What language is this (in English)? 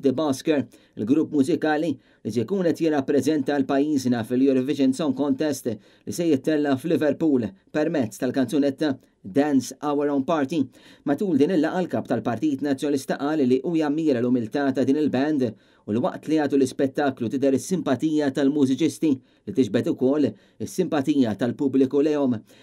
Maltese